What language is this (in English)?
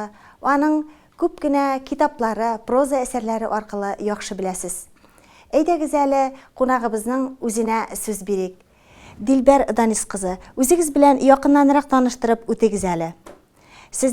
Tatar